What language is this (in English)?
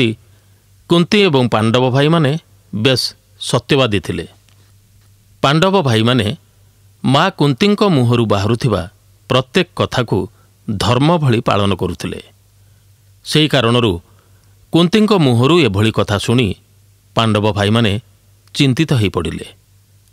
Odia